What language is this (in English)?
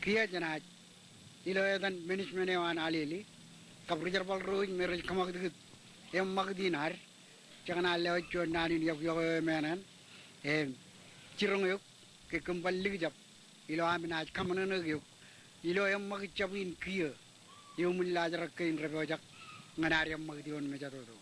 Marshallese